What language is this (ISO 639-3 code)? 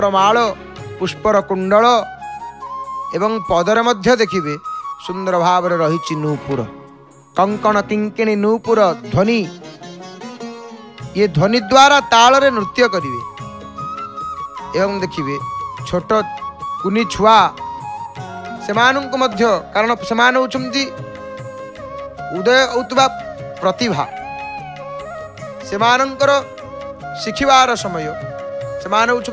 ori